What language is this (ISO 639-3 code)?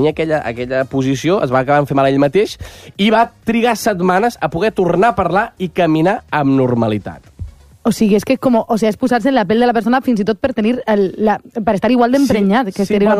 cat